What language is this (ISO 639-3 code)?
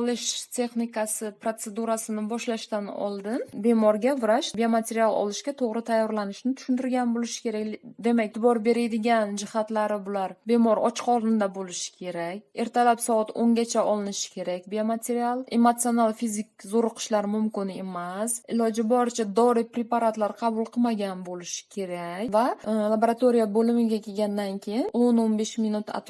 uzb